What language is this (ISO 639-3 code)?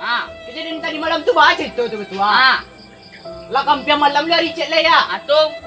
min